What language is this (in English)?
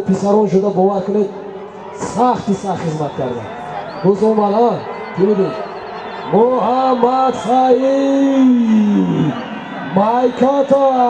Tajik